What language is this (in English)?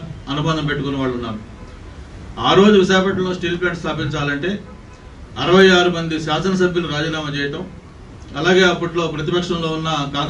Telugu